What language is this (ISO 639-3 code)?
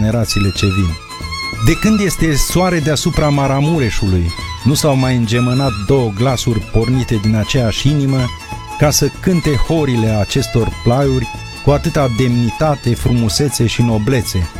ron